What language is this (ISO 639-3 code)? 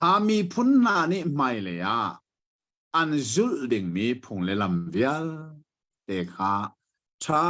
cnh